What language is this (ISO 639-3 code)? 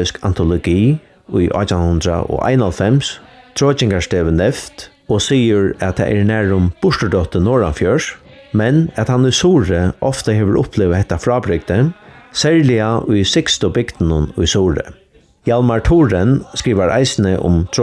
fao